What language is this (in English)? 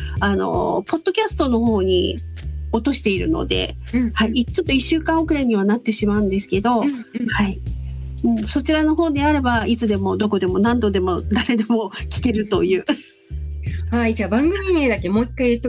Japanese